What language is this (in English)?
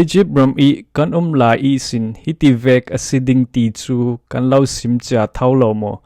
Falam Chin